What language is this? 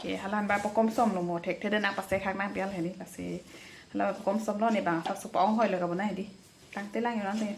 Karbi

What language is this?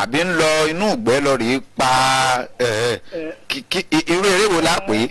Yoruba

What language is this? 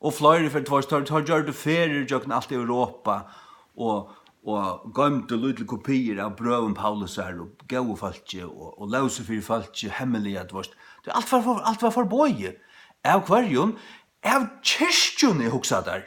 Faroese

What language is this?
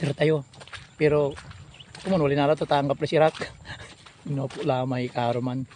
Pangasinan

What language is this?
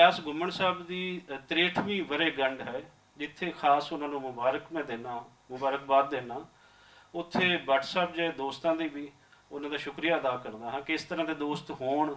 Western Panjabi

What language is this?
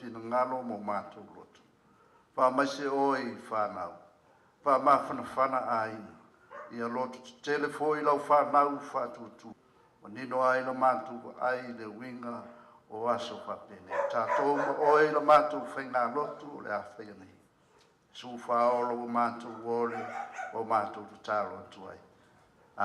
Samoan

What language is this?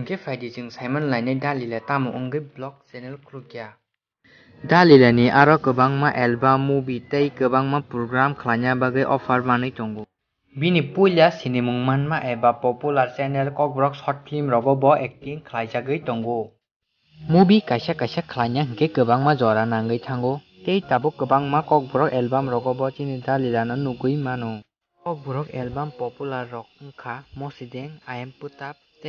Kok Borok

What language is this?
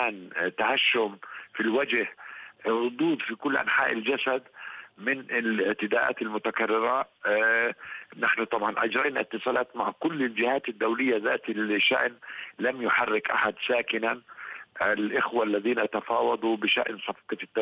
Arabic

